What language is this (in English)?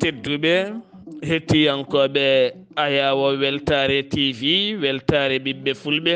Fula